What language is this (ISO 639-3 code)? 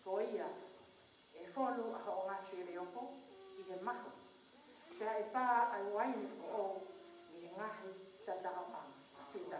ton